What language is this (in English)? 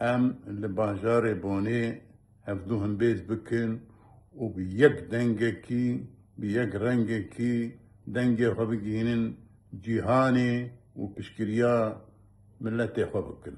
Kurdish